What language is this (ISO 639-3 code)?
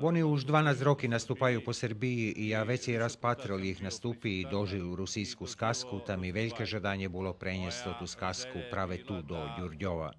rue